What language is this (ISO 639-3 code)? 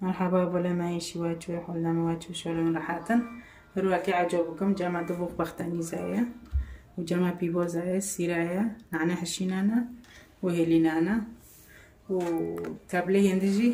kur